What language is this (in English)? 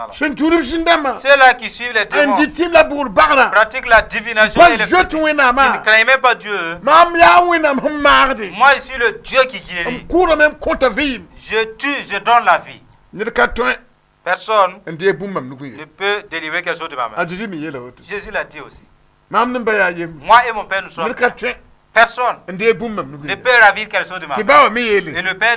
Mossi